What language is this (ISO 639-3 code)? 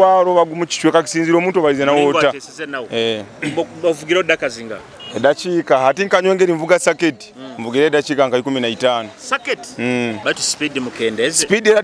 nyo